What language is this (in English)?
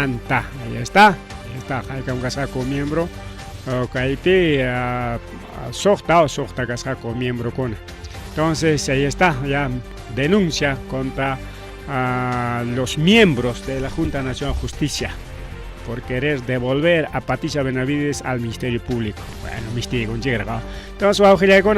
Ayacucho Quechua